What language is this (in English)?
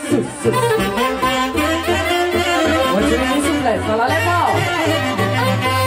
Romanian